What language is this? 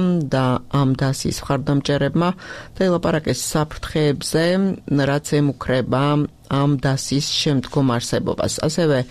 Georgian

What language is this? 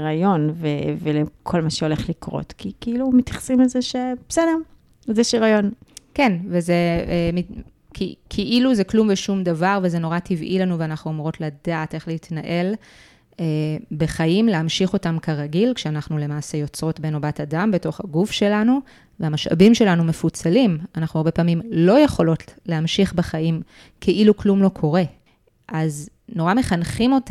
Hebrew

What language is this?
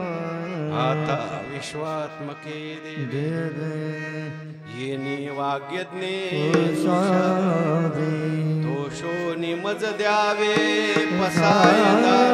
Marathi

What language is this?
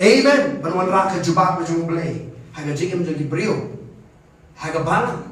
Khasi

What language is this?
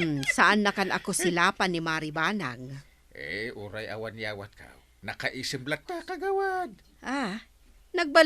Iloko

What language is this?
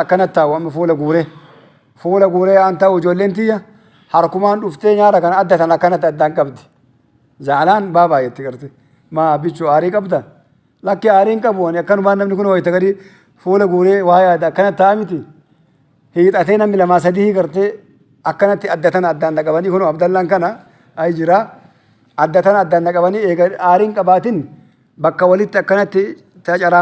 Oromo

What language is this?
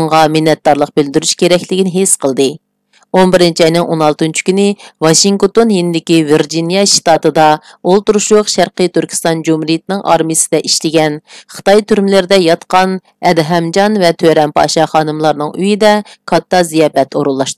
Uyghur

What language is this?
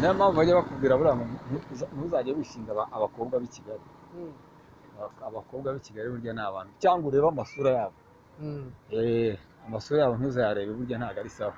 Kinyarwanda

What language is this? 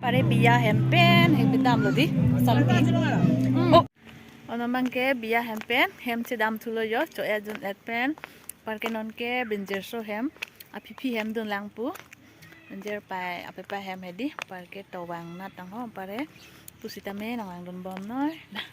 Karbi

